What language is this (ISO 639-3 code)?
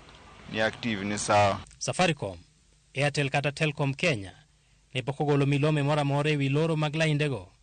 luo